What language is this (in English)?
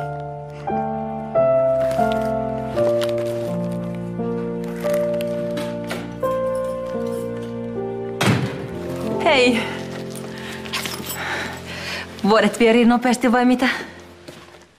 Finnish